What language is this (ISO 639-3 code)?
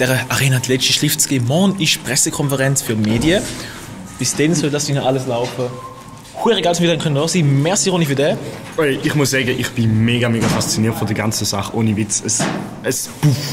gsw